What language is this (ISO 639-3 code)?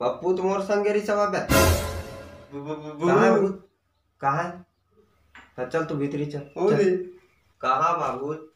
hne